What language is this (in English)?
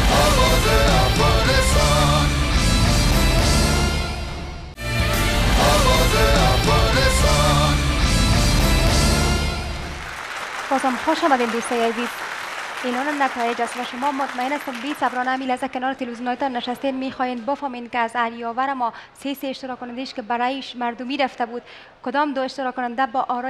Persian